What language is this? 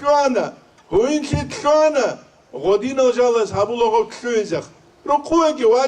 Avaric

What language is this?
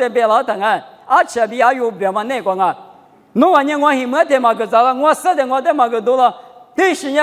Lisu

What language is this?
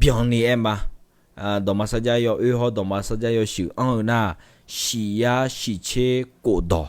Akha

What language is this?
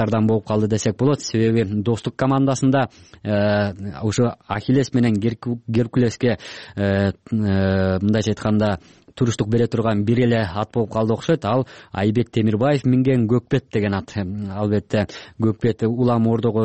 Kyrgyz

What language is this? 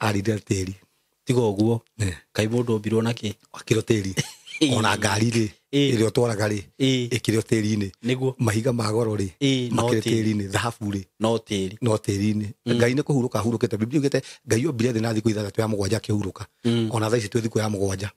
Kikuyu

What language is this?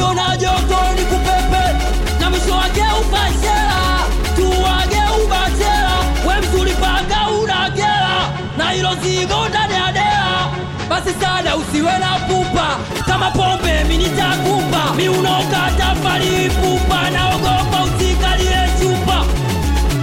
Swahili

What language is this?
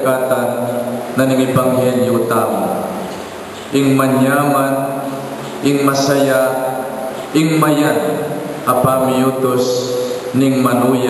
Pampanga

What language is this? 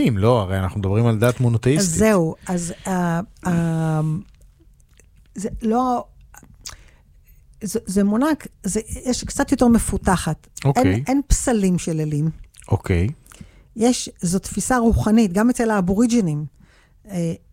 Hebrew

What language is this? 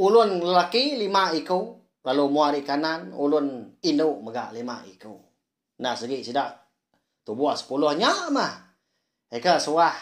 Iban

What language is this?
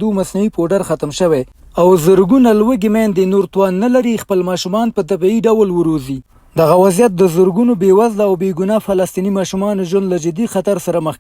Pashto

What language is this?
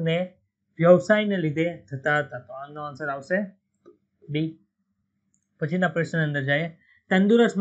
Gujarati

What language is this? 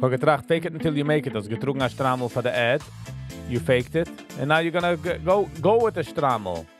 Yiddish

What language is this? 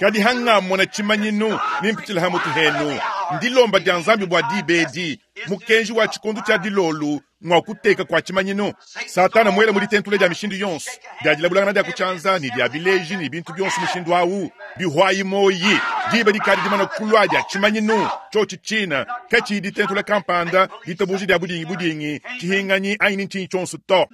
Luba-Lulua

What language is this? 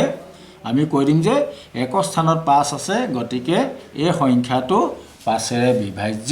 Assamese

